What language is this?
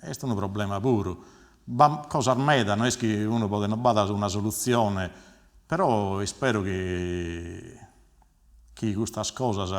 Sardinian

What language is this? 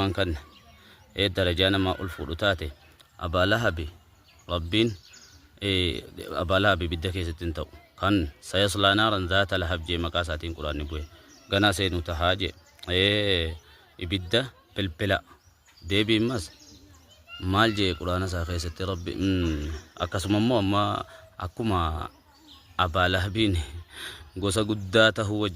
Oromo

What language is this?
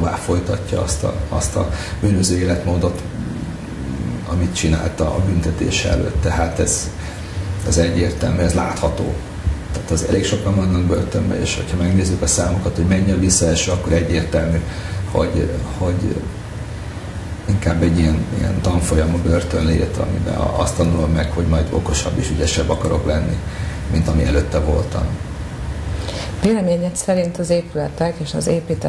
Hungarian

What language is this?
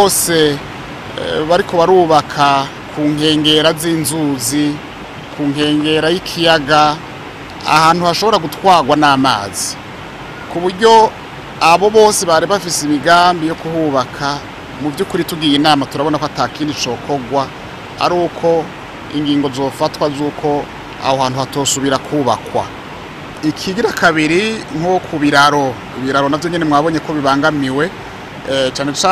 Rundi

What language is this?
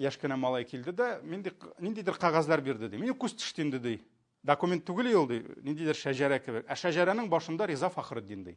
Tatar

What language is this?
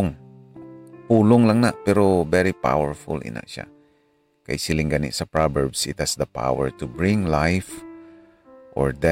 Hiligaynon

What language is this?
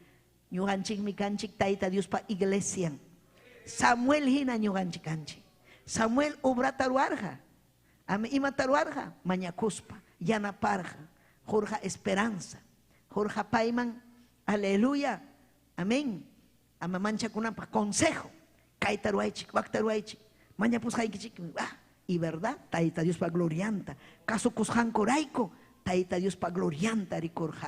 Ayacucho Quechua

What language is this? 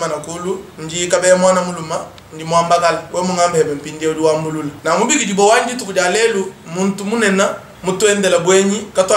Luba-Lulua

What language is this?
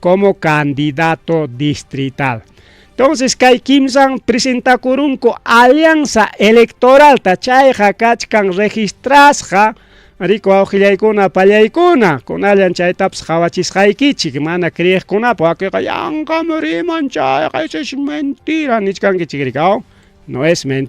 Ayacucho Quechua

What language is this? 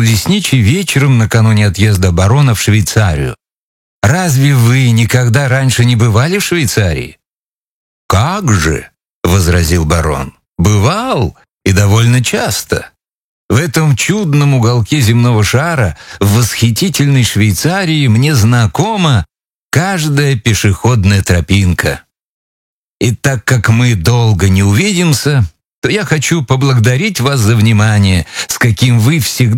Russian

